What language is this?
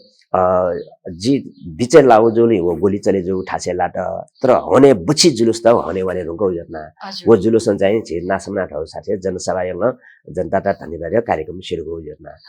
Newari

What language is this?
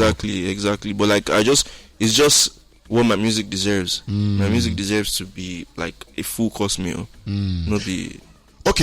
Nigerian Pidgin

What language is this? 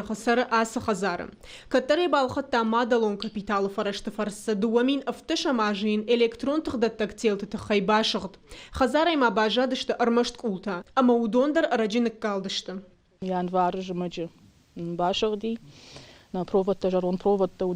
Ossetic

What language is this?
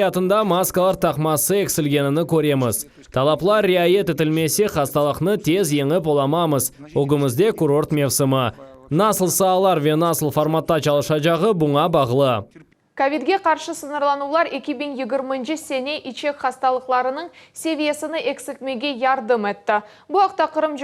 Crimean Tatar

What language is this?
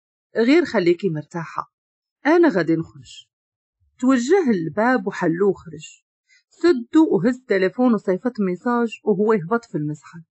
Moroccan Arabic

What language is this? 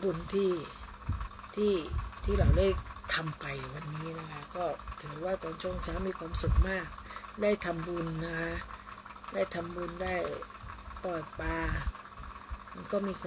Thai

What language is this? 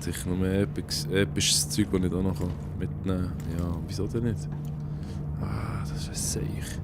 Swiss German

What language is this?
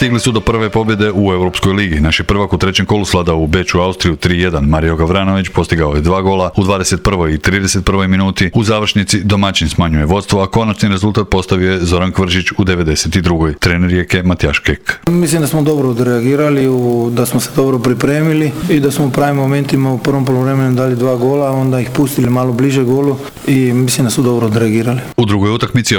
Croatian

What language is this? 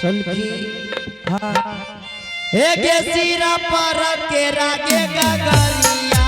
Angika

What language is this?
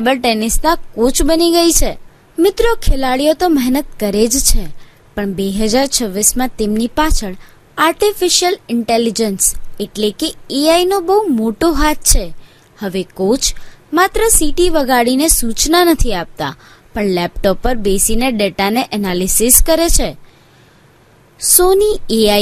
Gujarati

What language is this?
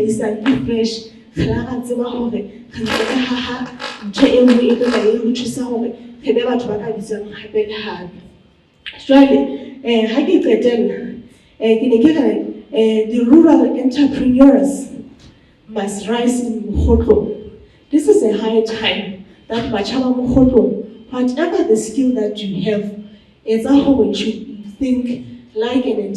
Southern Sotho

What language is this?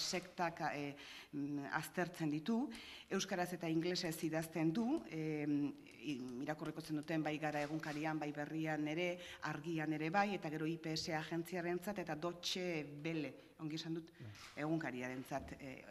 Basque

